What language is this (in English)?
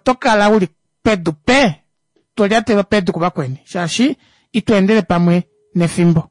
Kuanyama